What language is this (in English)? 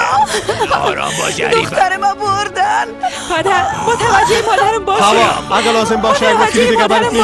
Persian